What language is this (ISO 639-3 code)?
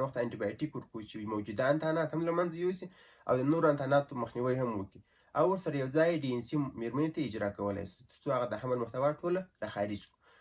pus